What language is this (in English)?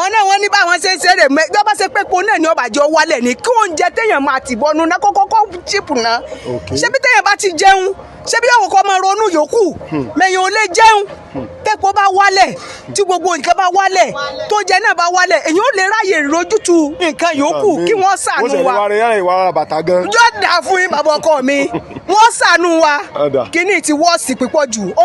Yoruba